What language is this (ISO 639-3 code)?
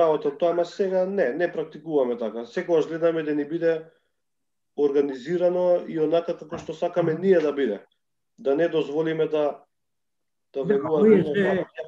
mkd